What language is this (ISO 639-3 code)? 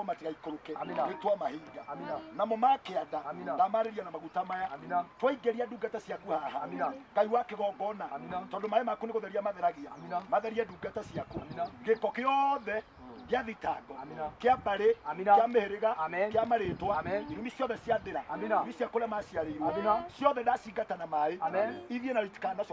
kik